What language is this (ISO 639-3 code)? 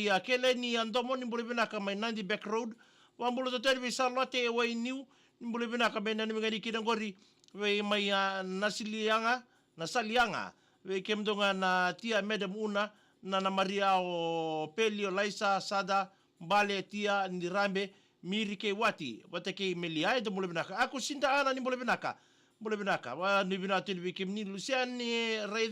fij